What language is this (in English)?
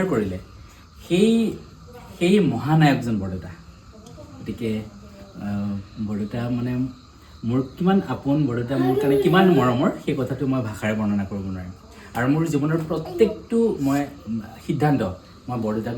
Assamese